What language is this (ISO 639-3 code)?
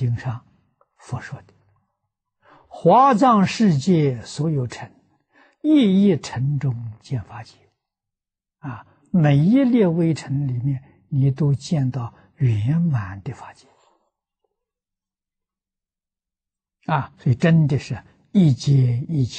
zho